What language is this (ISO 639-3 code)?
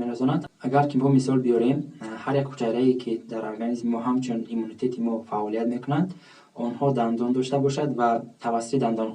tgk